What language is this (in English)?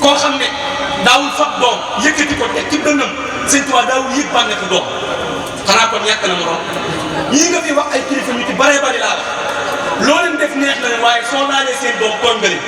Wolof